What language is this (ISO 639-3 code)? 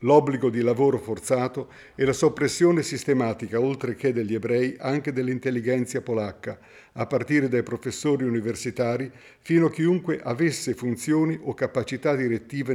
ita